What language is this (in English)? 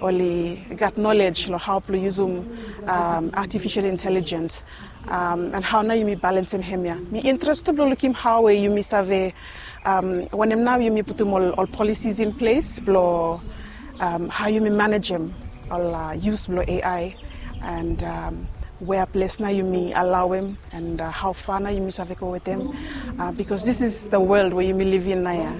Bislama